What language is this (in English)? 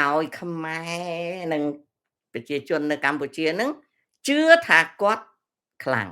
Khmer